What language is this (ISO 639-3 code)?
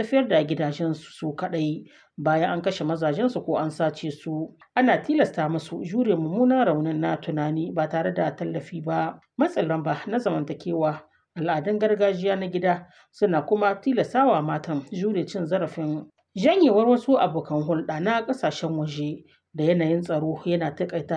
hau